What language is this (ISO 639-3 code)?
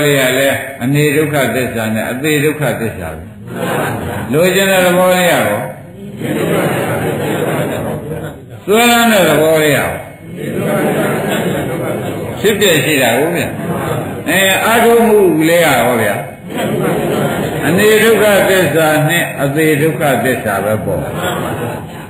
mya